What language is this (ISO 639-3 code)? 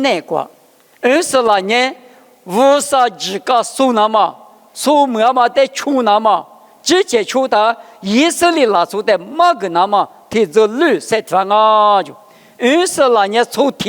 lis